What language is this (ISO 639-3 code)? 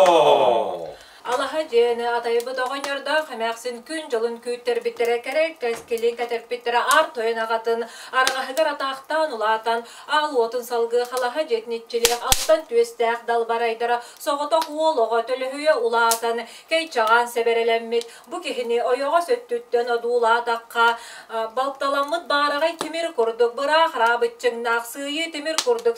sah